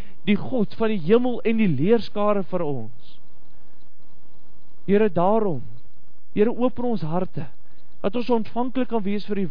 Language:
Afrikaans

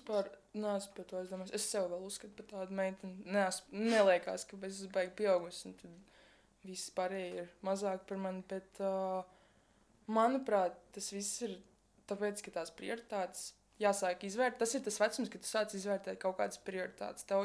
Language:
Latvian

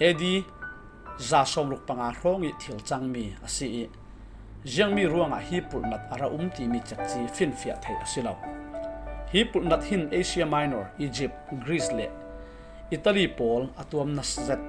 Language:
Falam Chin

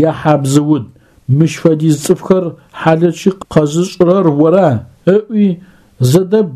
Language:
Adyghe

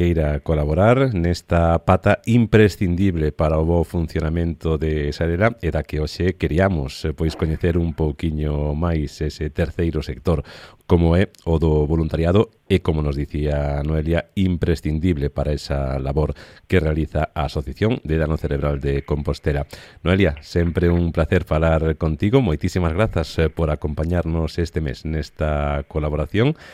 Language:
Galician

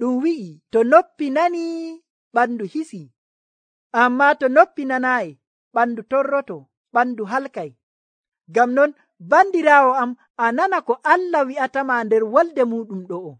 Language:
Nigerian Fulfulde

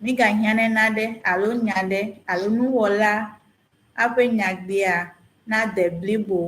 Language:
Ewe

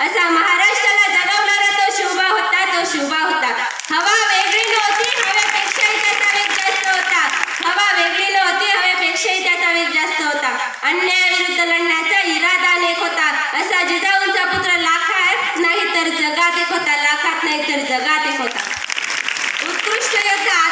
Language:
Marathi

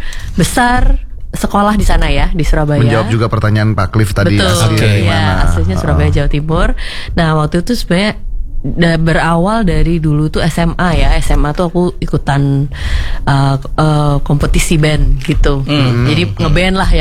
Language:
Indonesian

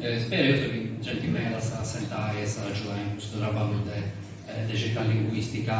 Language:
Sardinian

